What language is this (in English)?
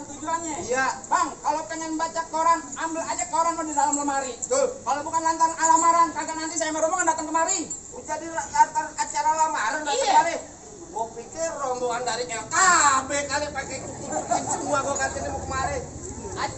Betawi